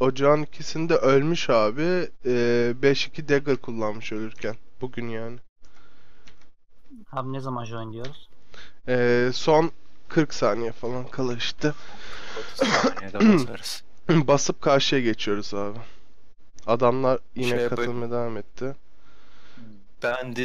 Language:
Turkish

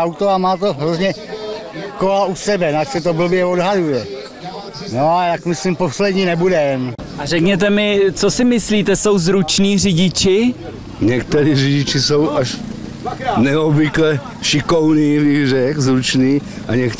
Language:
Czech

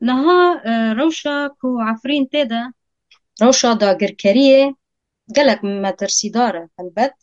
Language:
Kurdish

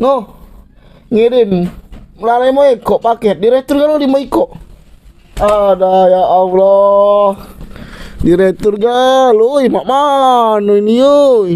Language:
Musi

